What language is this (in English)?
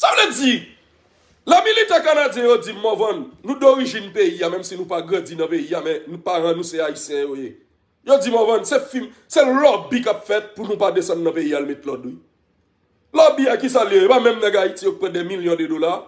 Haitian Creole